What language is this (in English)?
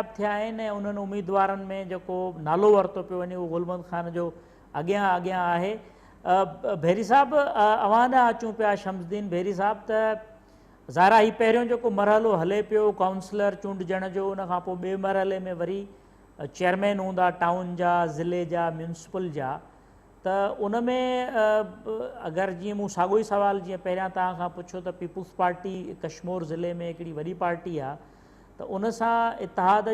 Sindhi